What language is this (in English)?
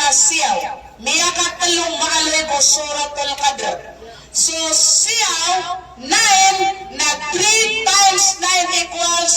Maranao